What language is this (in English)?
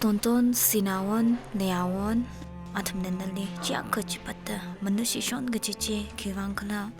Tangkhul Naga (India)